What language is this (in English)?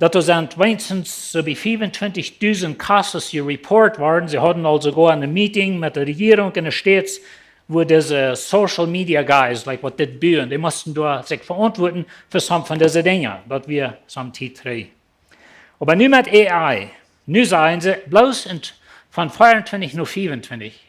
Plautdietsch